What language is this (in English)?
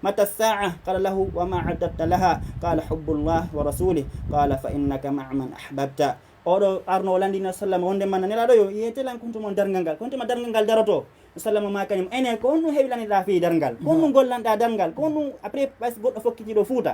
Fula